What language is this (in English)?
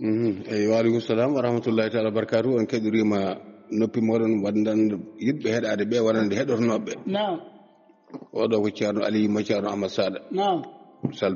Fula